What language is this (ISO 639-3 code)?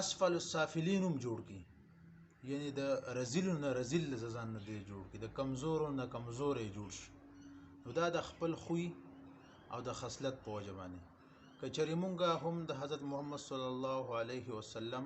pus